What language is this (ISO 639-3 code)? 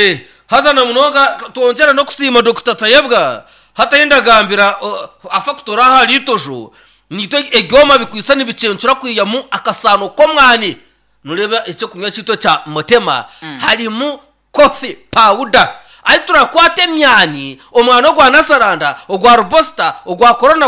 nyn